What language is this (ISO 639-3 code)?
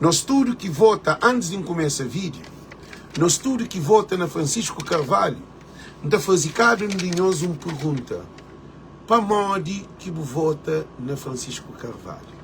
kea